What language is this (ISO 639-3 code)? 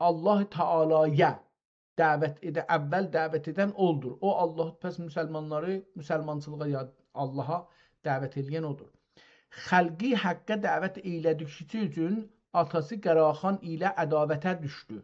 azb